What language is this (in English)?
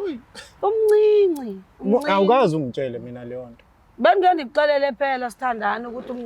Zulu